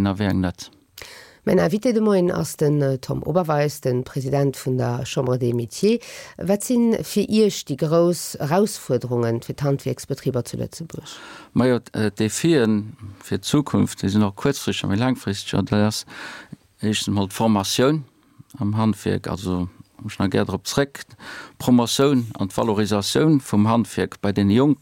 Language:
Luxembourgish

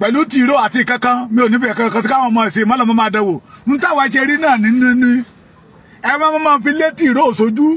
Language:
Yoruba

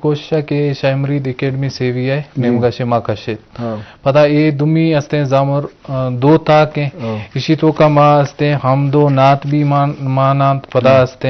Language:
Eastern Balochi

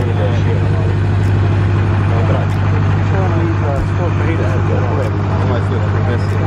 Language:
Croatian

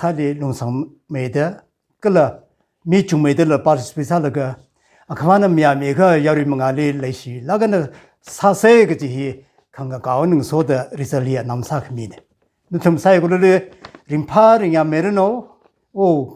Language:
Tangkhul Naga (India)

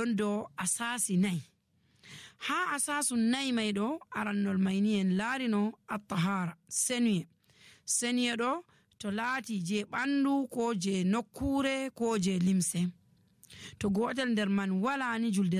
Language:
Nigerian Fulfulde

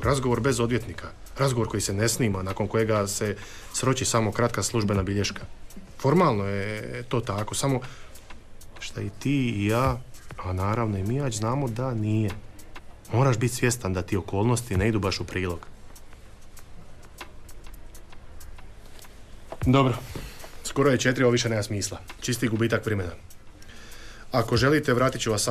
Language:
Croatian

